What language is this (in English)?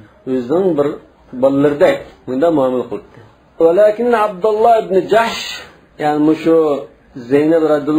Uyghur